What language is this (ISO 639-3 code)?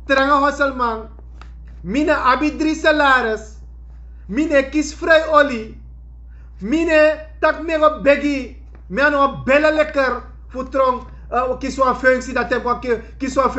srn